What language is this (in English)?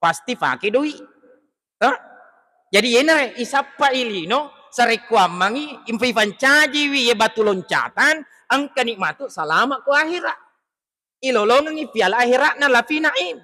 Buginese